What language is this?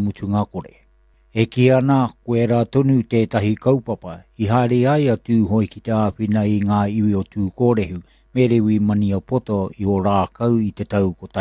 Māori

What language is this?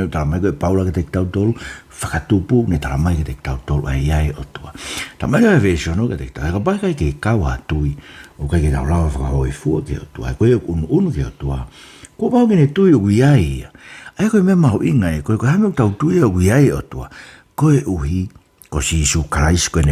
Tongan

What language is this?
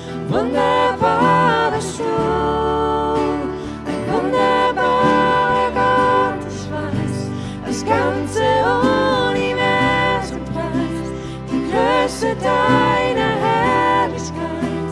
Swiss German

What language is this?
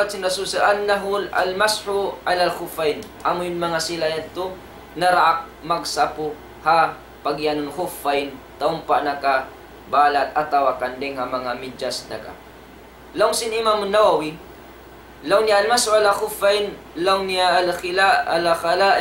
Tausug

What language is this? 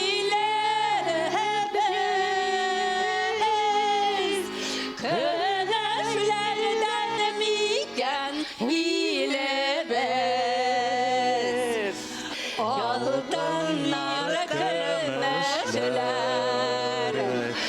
Bashkir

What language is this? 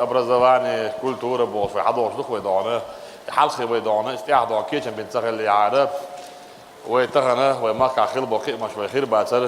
Chechen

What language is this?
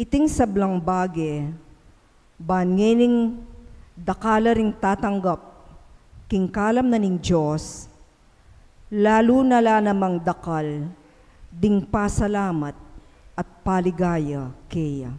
Pampanga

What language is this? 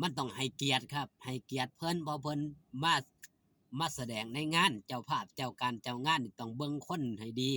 Northeastern Thai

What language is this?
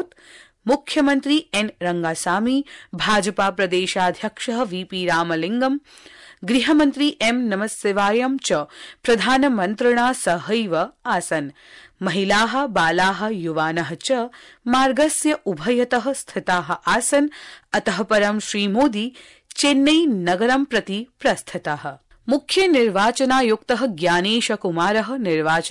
Sanskrit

